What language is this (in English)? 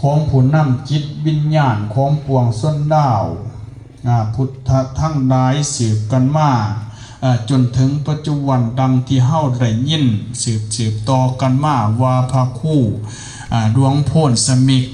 Lao